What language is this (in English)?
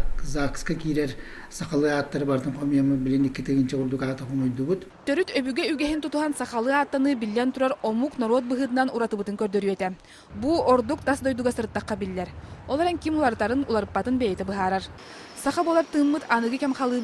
Yakut